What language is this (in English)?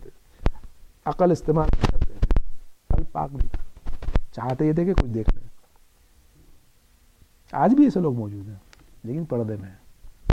Urdu